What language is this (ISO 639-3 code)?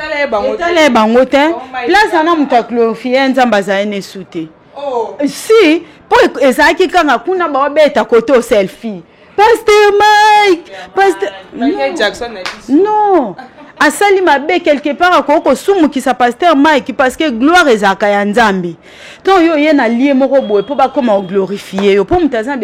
lin